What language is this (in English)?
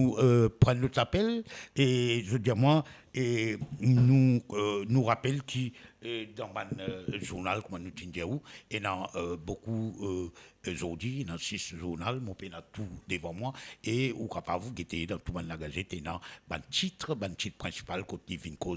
Morisyen